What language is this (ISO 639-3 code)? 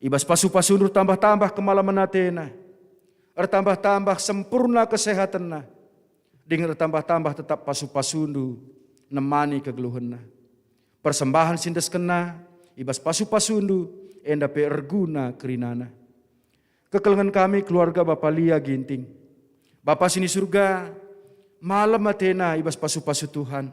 btx